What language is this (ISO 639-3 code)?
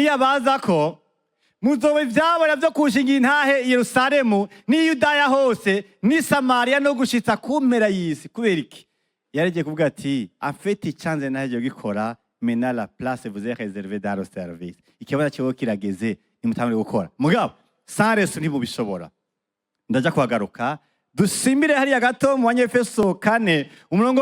run